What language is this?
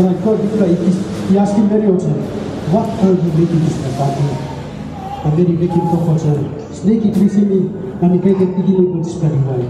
Tok Pisin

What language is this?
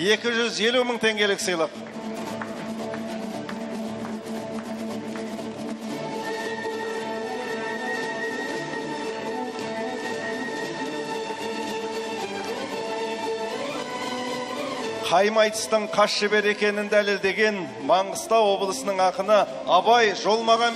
Kazakh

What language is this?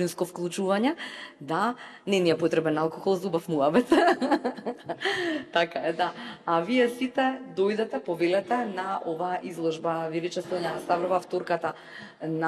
Macedonian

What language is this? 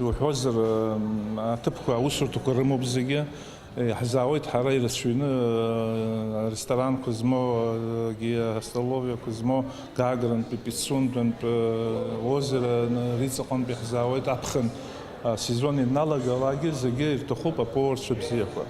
Abkhazian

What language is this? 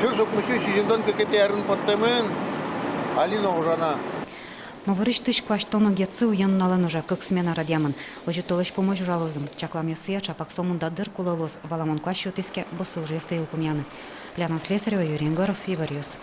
Udmurt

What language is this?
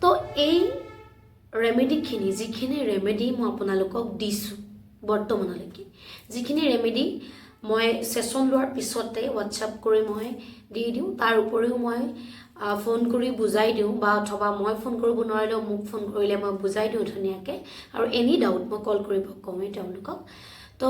Assamese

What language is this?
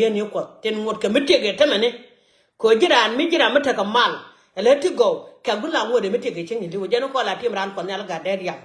Nuer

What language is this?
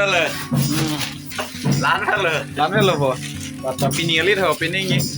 Karbi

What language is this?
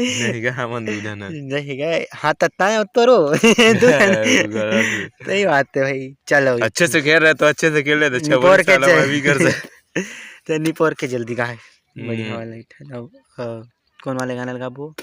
Chhattisgarhi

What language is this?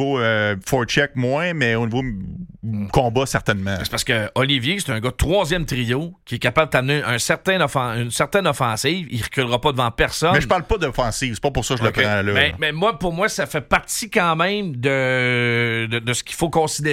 French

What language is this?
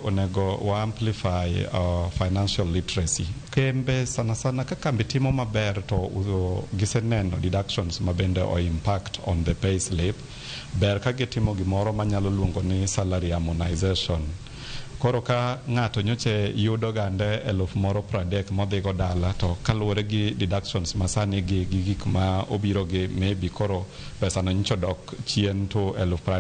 Luo (Kenya and Tanzania)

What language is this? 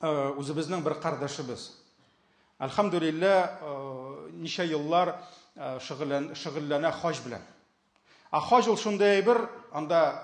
Tatar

